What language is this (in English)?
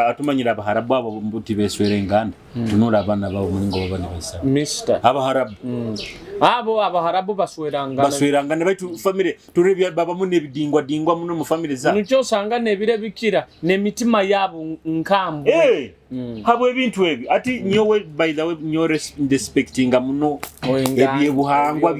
Nyoro